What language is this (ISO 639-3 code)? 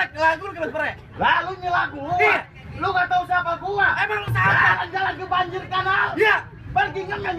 bew